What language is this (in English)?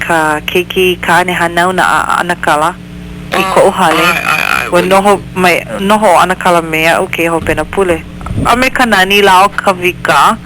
Hawaiian